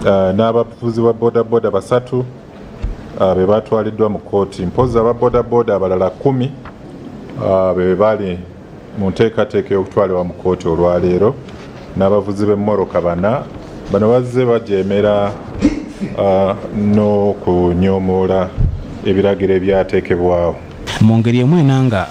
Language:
Ganda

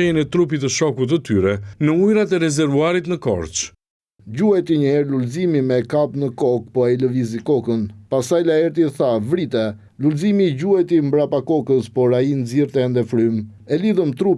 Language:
Albanian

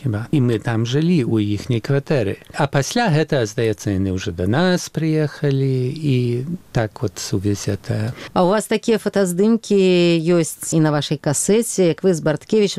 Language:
Belarusian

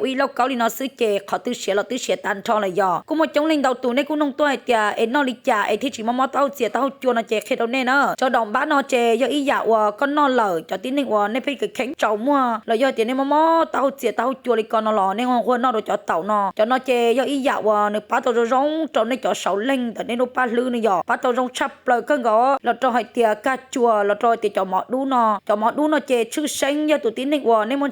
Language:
Hmong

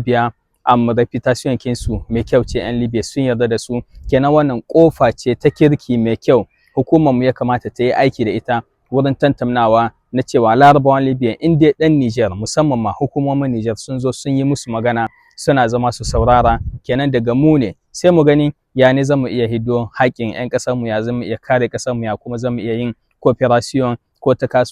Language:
Hausa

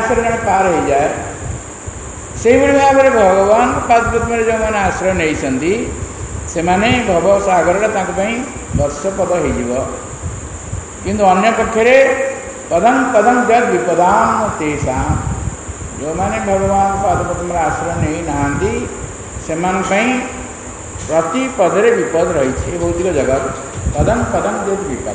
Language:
Odia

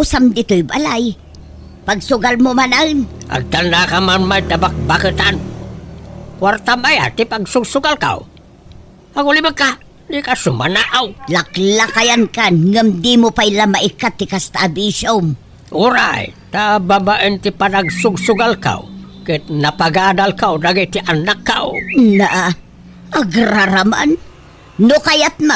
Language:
Iloko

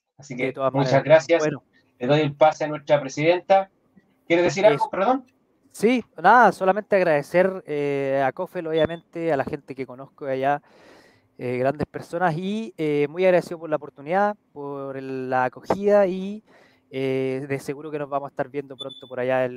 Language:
Spanish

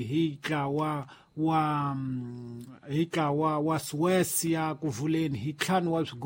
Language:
Tsonga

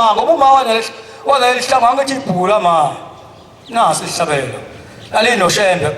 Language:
Zulu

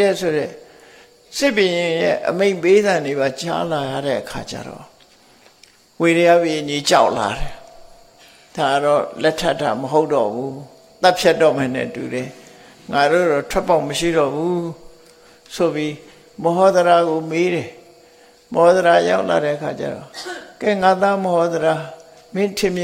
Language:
Burmese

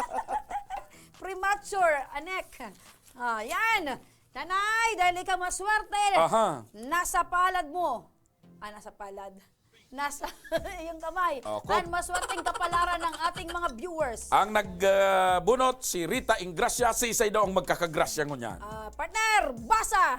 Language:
Bikol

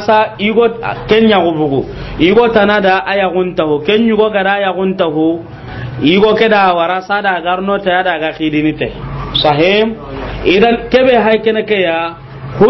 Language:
Soninke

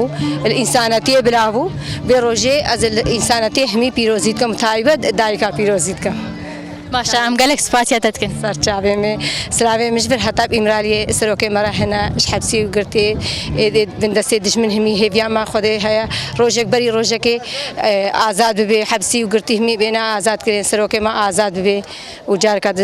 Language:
Kurdish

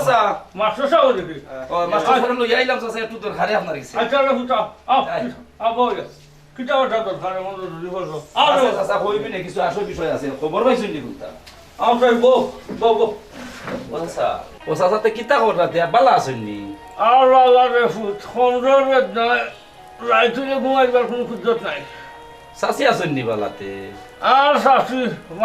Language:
Sylheti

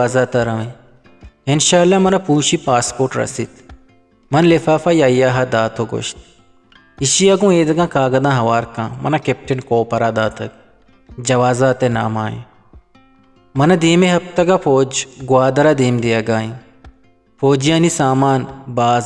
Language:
Eastern Balochi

